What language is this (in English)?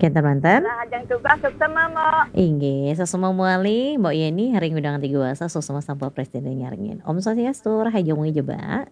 Balinese